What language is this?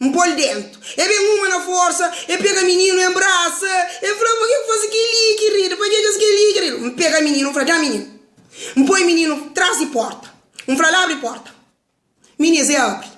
Kabuverdianu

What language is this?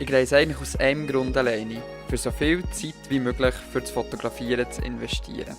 Swiss German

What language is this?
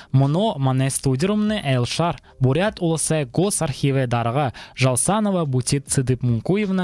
Buriat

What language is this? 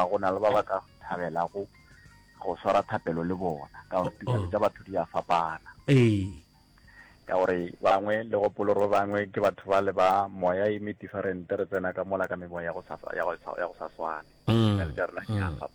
Northern Sotho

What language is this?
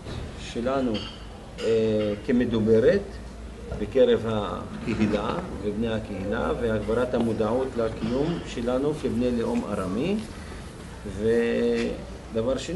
Hebrew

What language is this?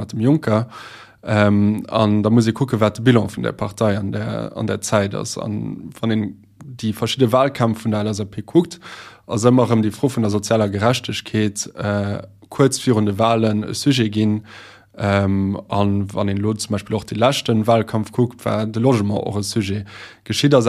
Luxembourgish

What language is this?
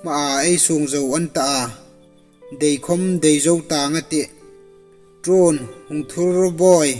Hmar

